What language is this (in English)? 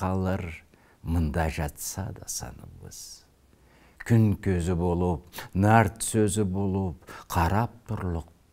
Karachay-Balkar